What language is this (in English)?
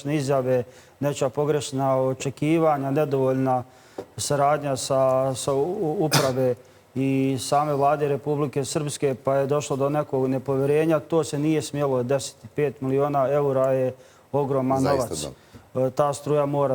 Bosnian